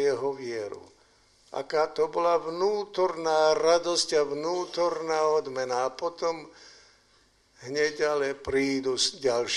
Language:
Slovak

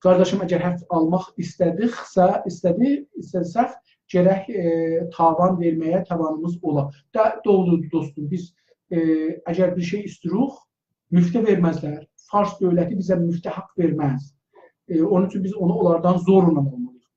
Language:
South Azerbaijani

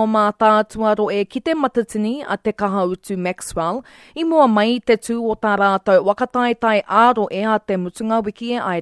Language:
Māori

